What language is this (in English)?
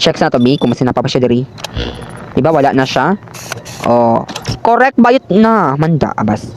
Cebuano